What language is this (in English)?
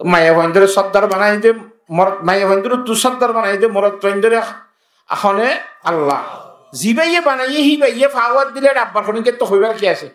Rohingya